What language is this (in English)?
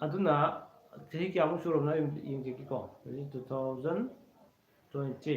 Manipuri